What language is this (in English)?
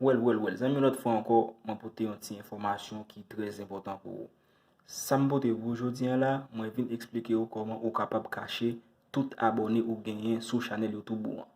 Haitian Creole